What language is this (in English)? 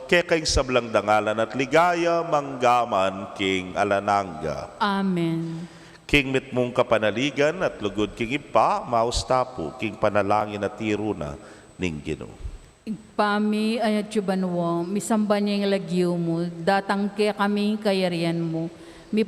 Pampanga